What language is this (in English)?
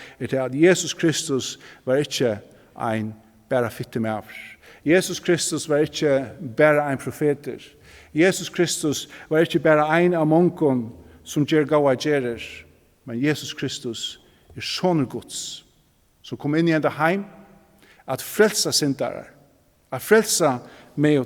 Faroese